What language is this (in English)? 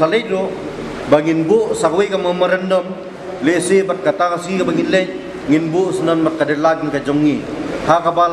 Khasi